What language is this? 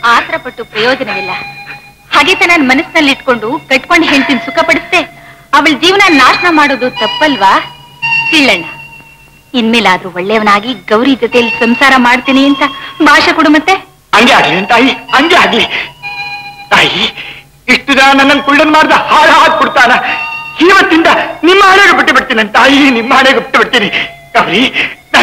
Kannada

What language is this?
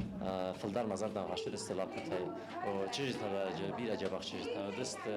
Ossetic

